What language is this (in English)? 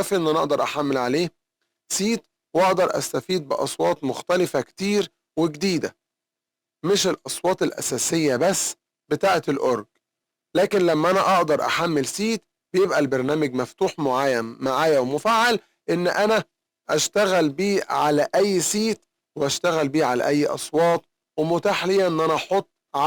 Egyptian Arabic